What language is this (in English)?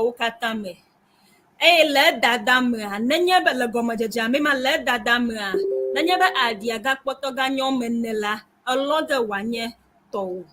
Ewe